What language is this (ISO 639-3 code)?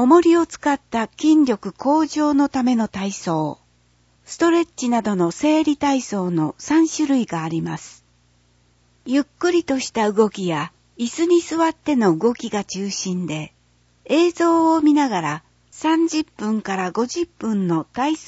jpn